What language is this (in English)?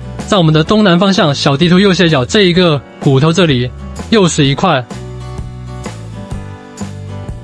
Chinese